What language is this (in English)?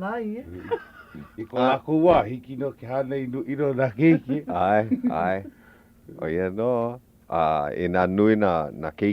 Hawaiian